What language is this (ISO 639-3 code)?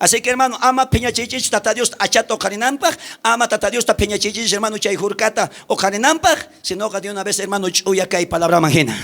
quh